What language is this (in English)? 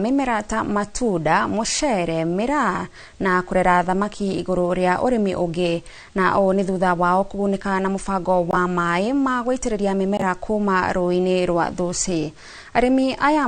Kikuyu